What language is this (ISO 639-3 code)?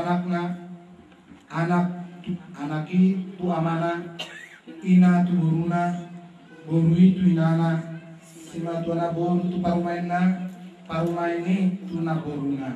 bbc